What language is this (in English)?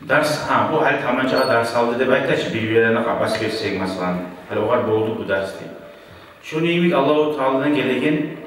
Kumyk